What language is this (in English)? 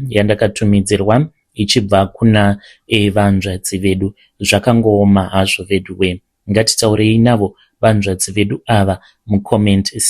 Shona